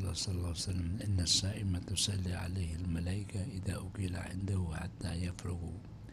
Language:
Maranao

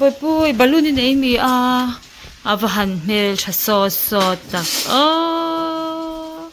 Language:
Mizo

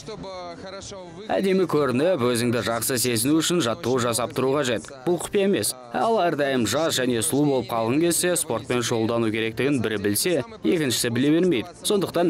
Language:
Kazakh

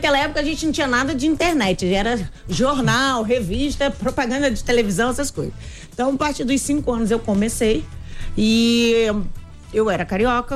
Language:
Portuguese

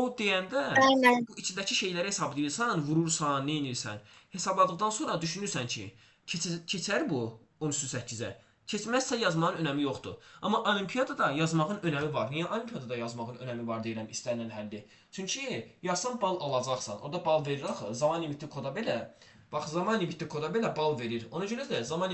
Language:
Azerbaijani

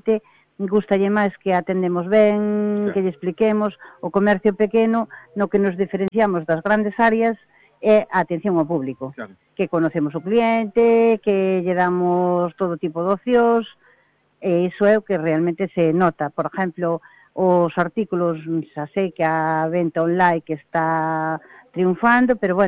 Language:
Galician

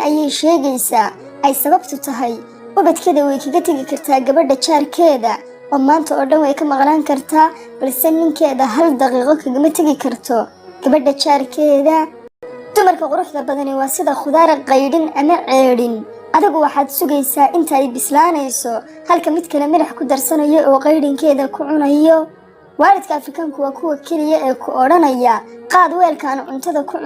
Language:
Somali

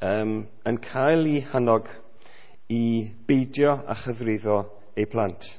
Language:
Welsh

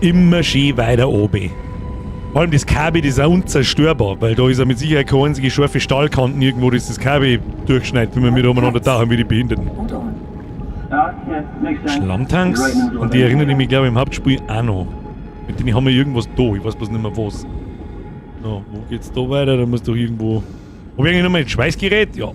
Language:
Bavarian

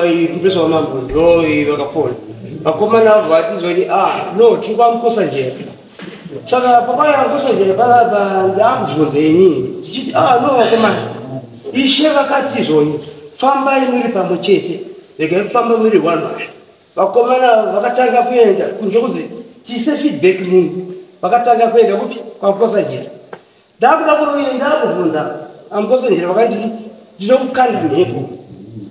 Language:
Shona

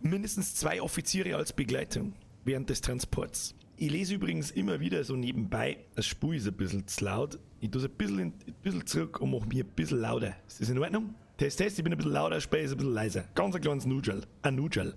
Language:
Bavarian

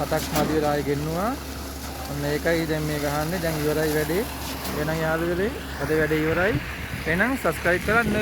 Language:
Sinhala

